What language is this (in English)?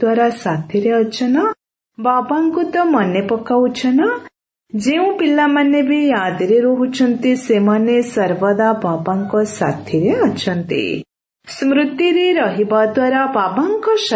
Odia